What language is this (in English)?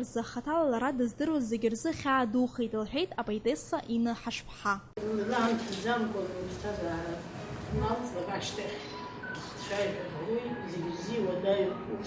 Abkhazian